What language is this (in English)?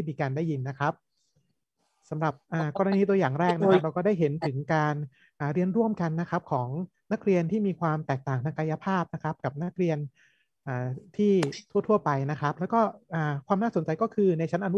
Thai